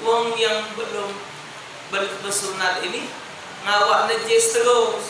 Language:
Musi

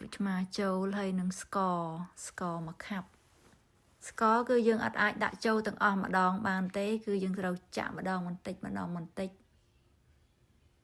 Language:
Khmer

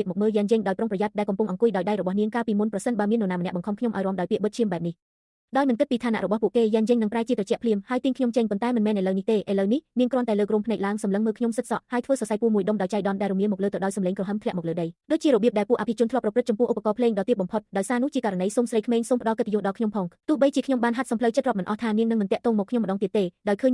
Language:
Khmer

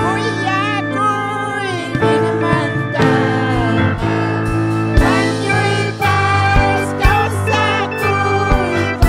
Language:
Ayacucho Quechua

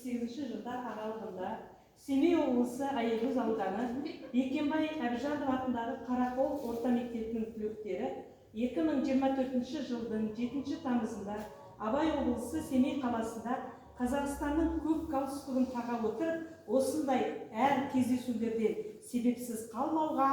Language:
Kazakh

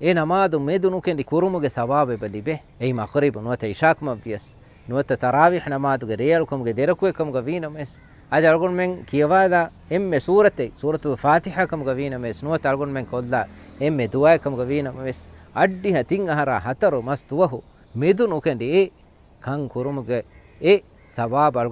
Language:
Divehi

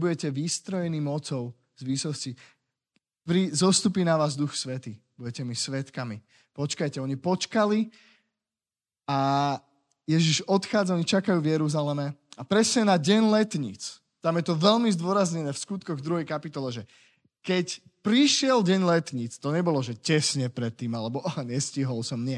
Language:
Slovak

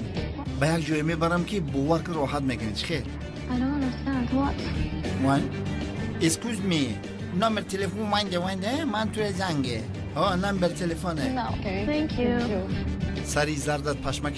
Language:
Tajik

